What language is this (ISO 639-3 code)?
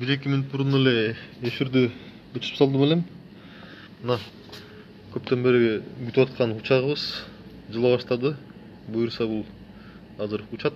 kir